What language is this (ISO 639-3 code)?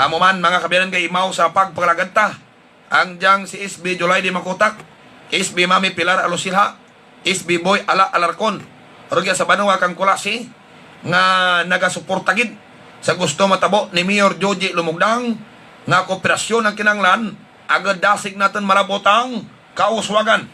hil